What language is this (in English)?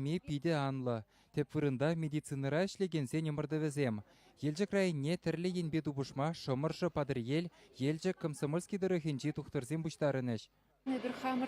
Chuvash